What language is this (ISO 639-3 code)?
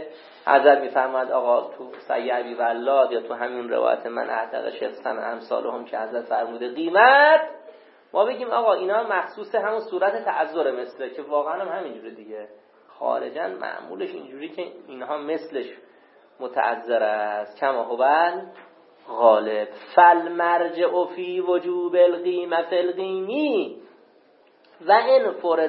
fas